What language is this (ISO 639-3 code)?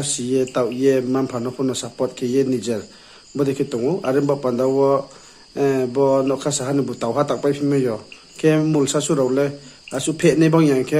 ria